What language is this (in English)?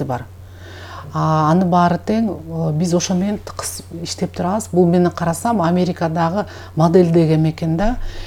Kyrgyz